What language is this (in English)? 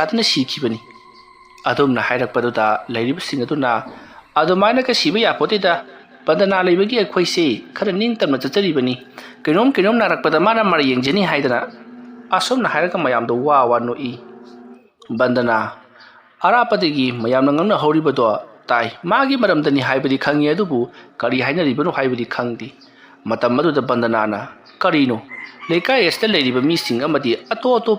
Manipuri